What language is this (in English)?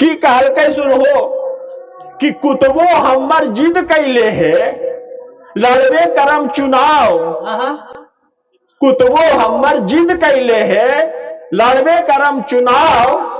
Magahi